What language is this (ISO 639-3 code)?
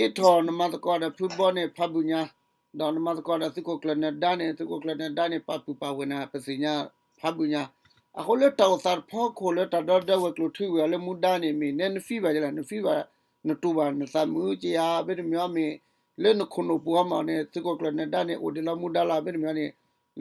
ksw